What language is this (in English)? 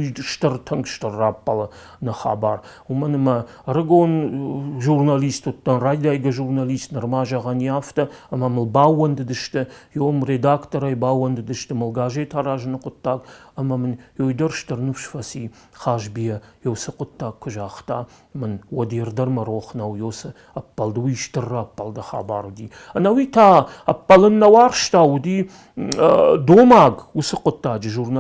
Ossetic